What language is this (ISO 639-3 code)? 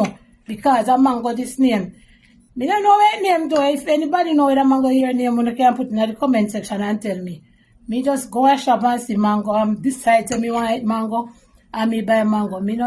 jam